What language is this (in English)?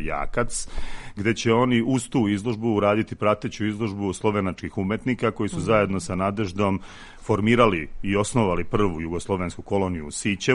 Serbian